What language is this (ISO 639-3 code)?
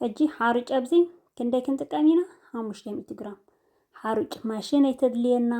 tir